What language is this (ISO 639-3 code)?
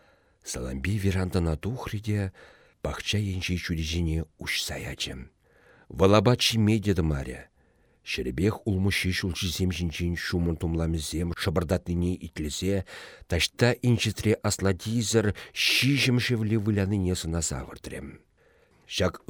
chv